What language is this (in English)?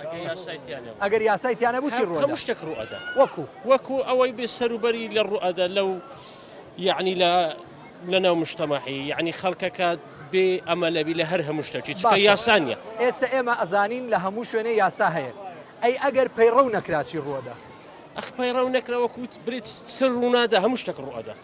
Central Kurdish